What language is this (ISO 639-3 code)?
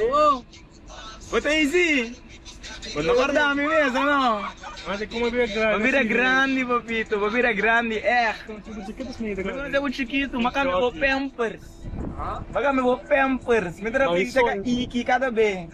pap